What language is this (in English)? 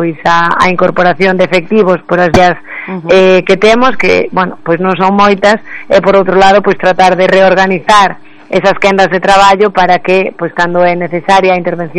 Galician